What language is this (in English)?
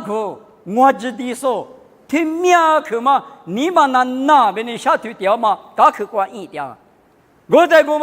Lisu